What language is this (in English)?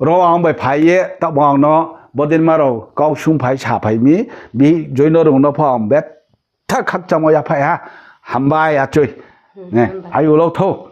Riang (India)